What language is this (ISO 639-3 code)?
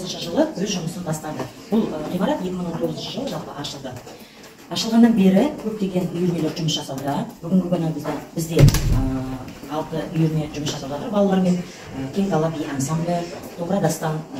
kaz